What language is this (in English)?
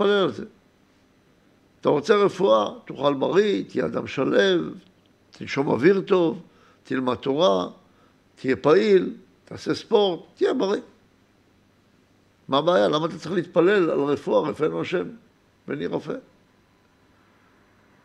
Hebrew